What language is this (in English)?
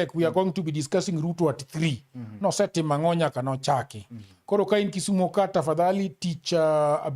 Luo (Kenya and Tanzania)